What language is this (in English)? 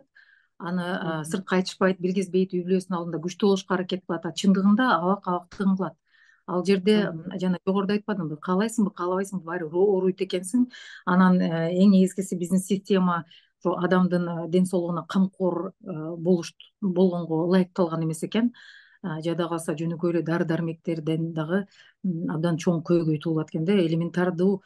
Kyrgyz